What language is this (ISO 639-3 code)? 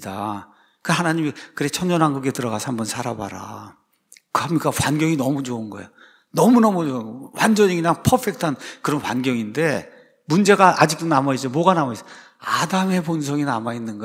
kor